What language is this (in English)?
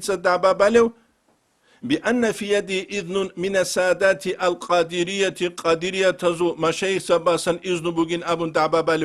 Avaric